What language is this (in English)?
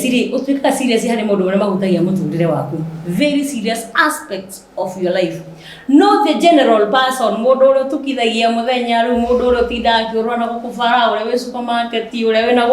Kikuyu